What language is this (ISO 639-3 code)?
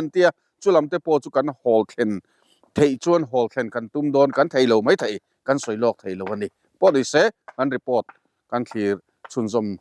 lus